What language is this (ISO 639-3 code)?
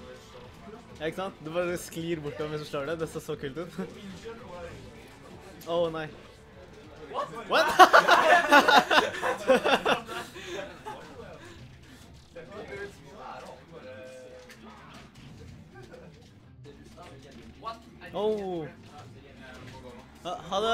nor